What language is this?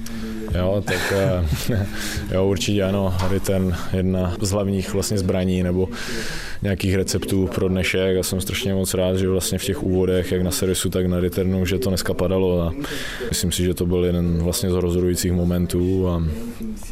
Czech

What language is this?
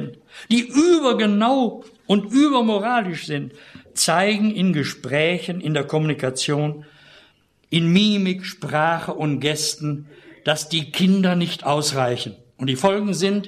German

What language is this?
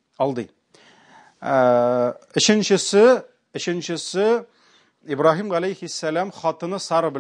Tatar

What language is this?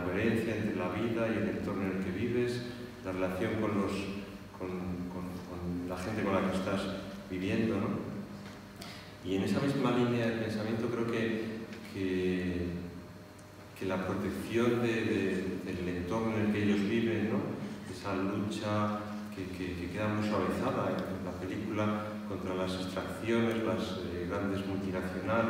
Spanish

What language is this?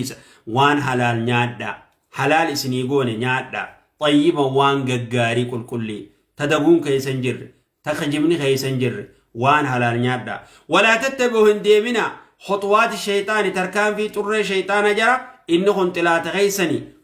Oromo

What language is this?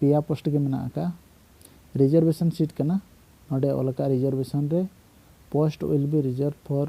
Santali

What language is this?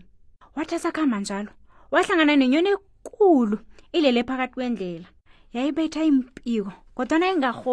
South Ndebele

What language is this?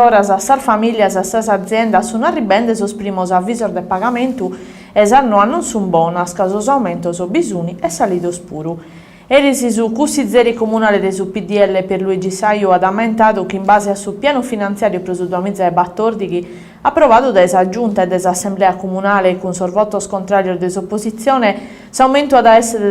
Sardinian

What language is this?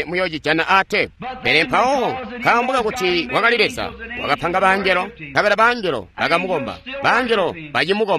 Tonga (Zambia)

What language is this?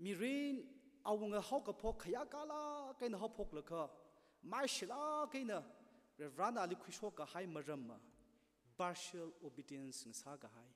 Tangkhul Naga (India)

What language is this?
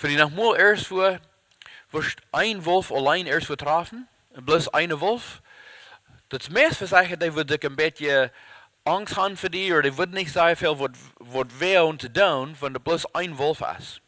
Plautdietsch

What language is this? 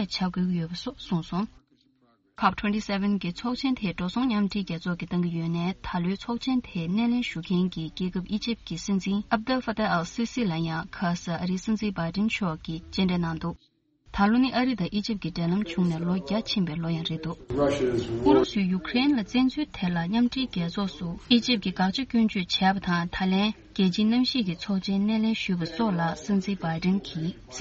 Tibetan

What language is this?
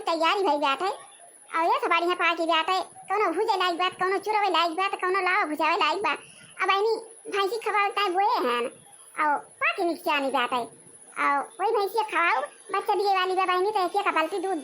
Awadhi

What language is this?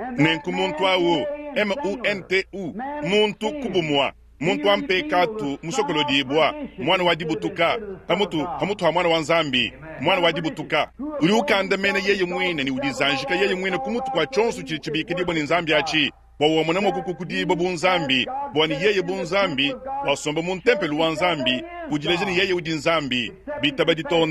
Luba-Lulua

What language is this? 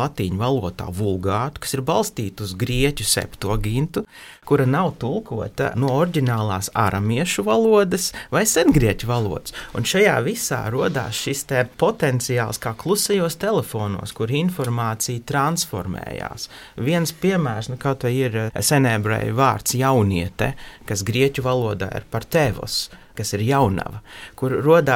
Latvian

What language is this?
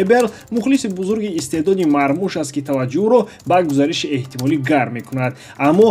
Tajik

